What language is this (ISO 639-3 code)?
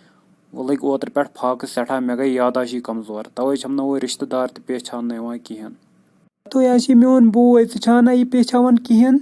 kas